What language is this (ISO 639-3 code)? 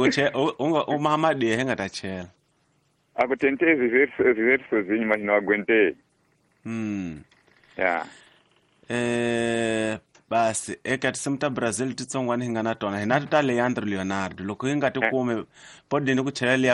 tso